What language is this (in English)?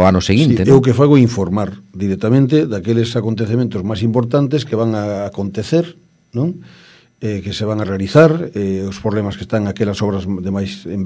Galician